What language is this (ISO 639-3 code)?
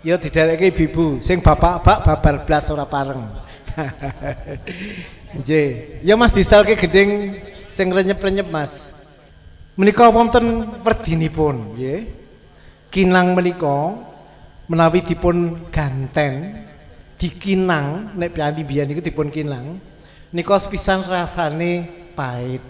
jav